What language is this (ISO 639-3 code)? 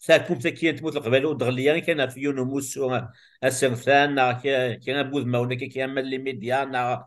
kab